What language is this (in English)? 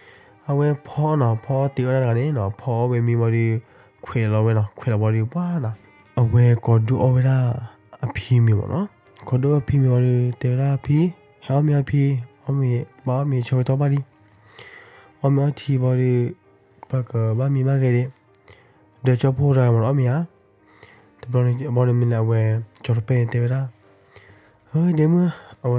S'gaw Karen